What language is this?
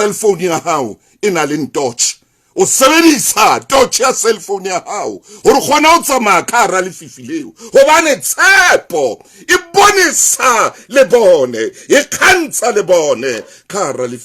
Southern Sotho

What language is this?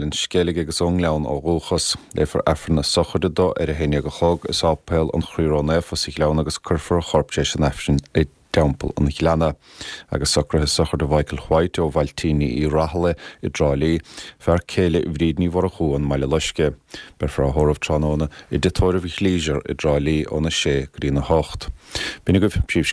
Irish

